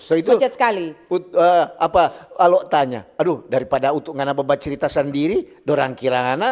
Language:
Manado Malay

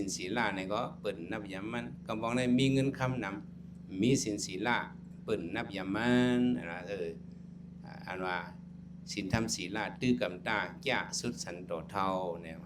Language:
Shan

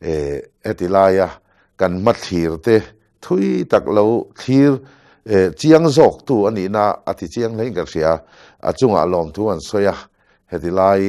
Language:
Mizo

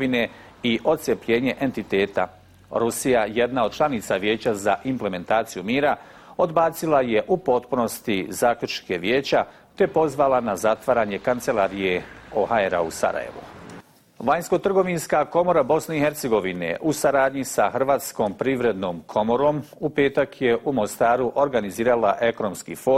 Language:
Bosnian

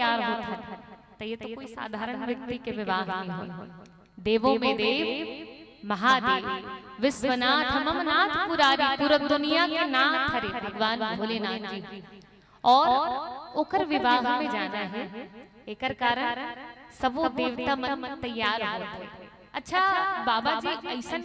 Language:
Chhattisgarhi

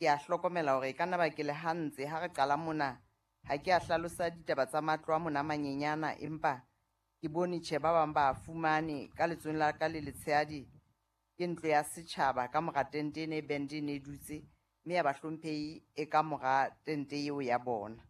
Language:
Southern Sotho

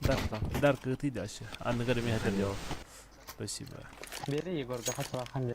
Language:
Yakut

